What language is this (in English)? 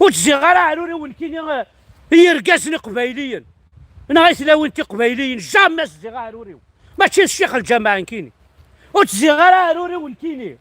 Kabyle